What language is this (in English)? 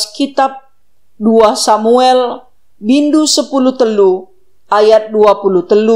Batak Karo